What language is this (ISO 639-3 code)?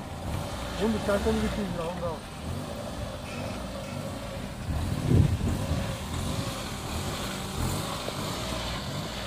kin